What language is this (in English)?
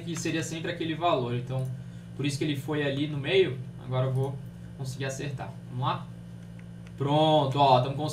Portuguese